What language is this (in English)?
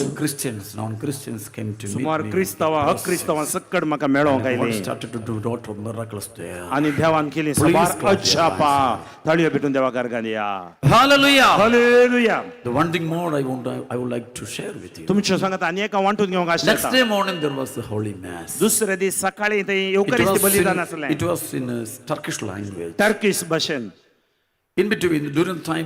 Konkani